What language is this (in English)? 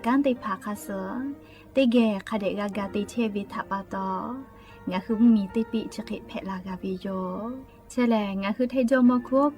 Lahu